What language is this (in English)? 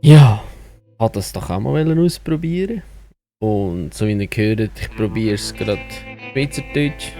Swiss German